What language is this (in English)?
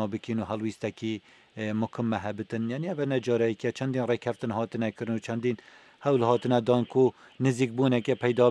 Kurdish